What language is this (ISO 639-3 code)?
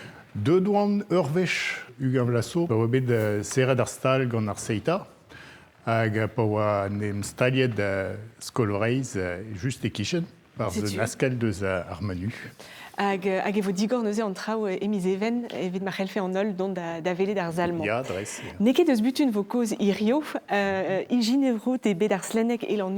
bre